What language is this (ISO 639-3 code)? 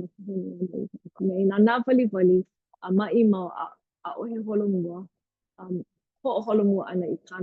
haw